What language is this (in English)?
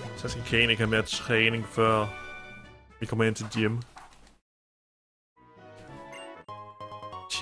Danish